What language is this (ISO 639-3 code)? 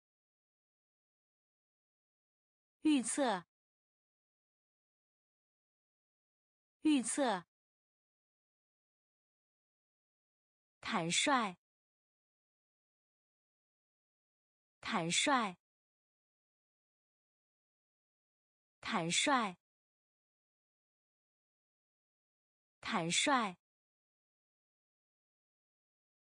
zho